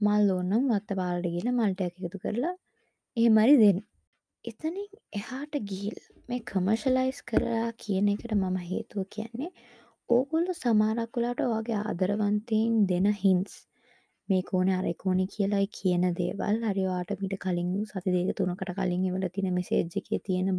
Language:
Sinhala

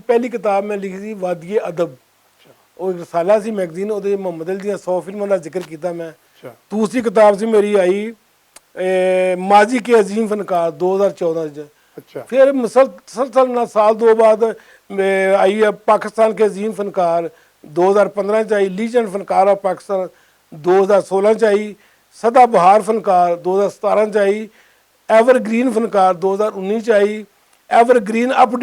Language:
Western Panjabi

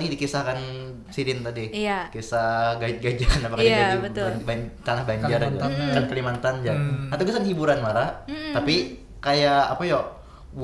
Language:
Banjar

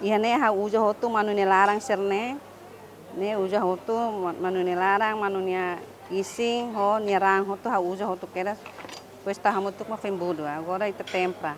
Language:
Tetum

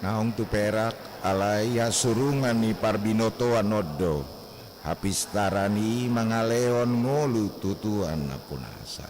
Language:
Batak Toba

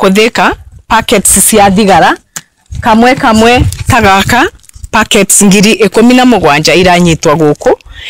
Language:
Kikuyu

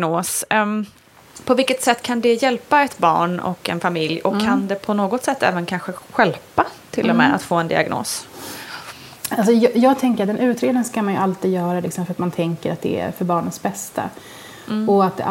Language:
Swedish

